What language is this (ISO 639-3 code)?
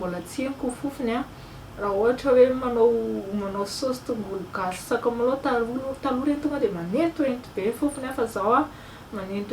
mlg